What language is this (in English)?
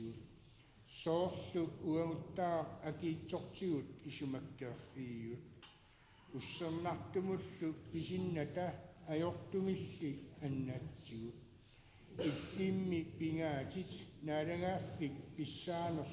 Kalaallisut